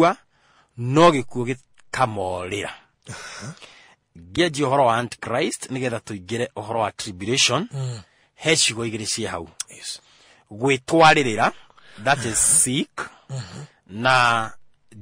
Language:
Kikuyu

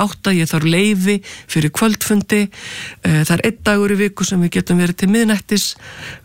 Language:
Icelandic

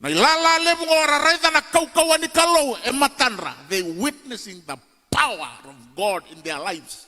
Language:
Fijian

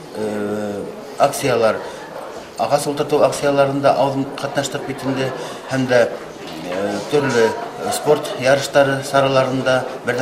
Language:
Bashkir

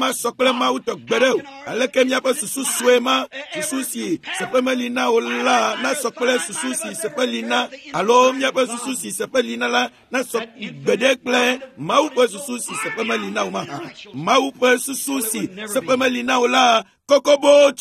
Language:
Ewe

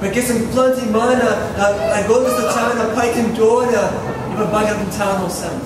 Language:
Tok Pisin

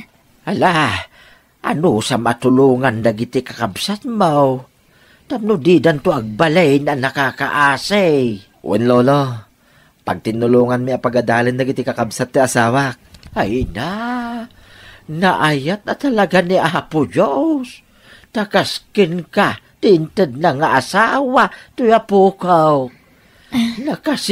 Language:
Iloko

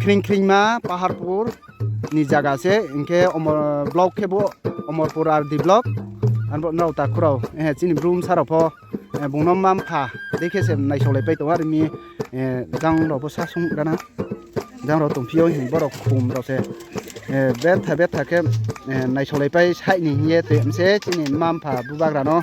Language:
Riang (India)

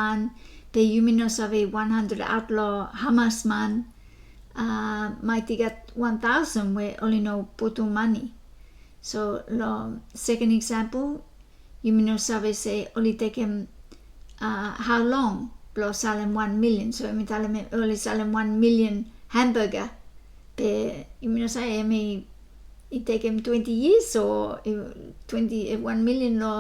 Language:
Bislama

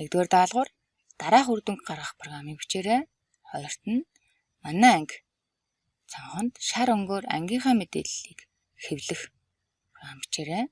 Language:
Mongolian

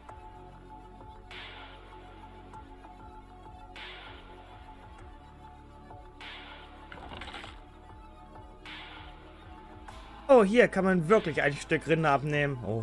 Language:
German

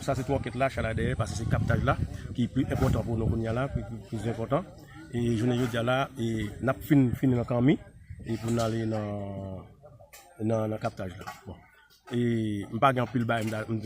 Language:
Haitian Creole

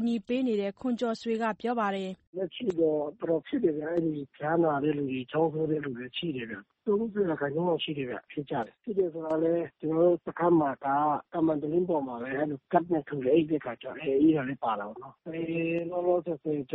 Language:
Burmese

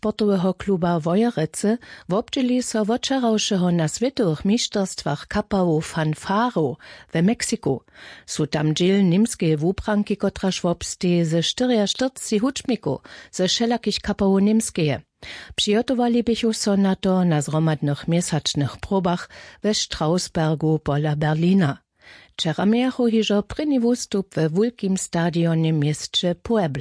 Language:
Upper Sorbian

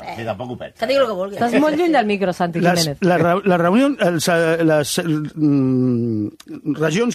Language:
Catalan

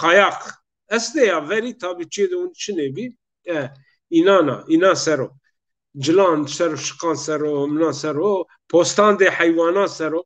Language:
Zaza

